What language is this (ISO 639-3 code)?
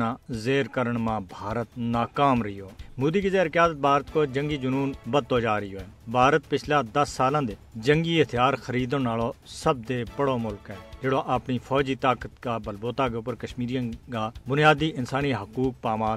gju